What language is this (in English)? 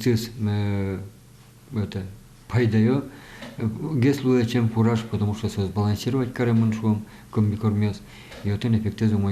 Udmurt